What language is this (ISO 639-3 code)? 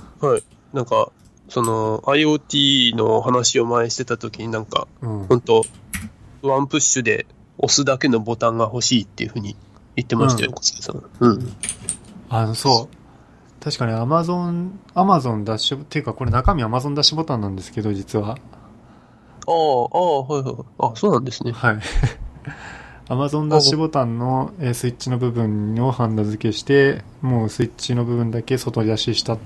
jpn